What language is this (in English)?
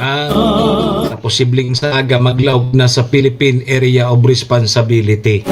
Bikol